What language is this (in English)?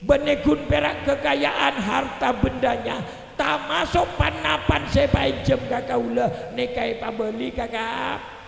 Madurese